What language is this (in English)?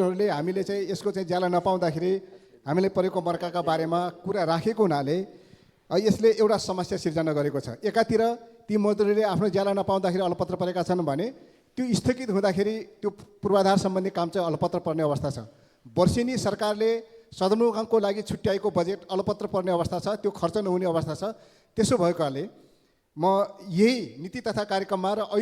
Nepali